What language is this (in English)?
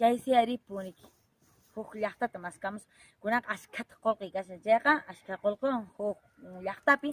Quechua